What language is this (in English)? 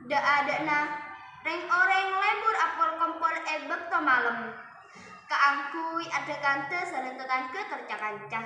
Madurese